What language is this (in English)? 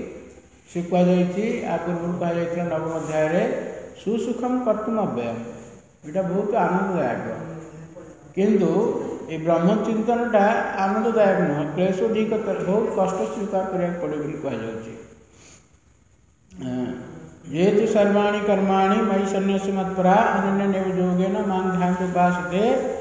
Odia